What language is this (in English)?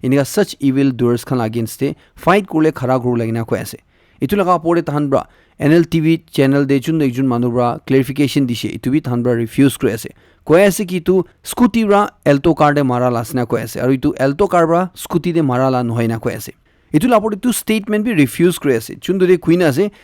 Naga Pidgin